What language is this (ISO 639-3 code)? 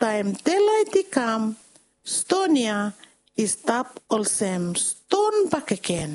bis